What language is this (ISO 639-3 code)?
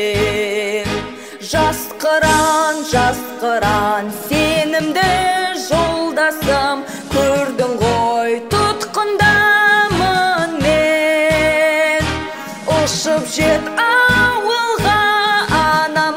kaz